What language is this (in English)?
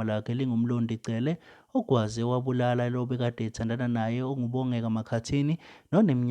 Zulu